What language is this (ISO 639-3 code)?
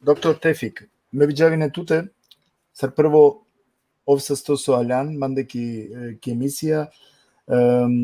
rmn